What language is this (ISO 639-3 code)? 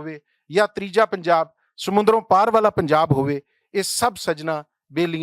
lah